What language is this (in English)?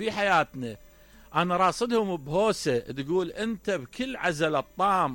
Mesopotamian Arabic